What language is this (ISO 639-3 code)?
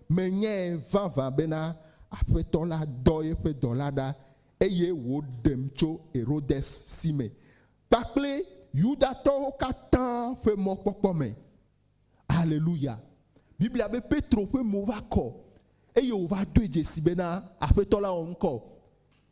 ewe